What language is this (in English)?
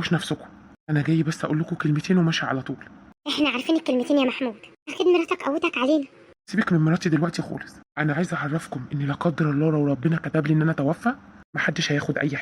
Egyptian Arabic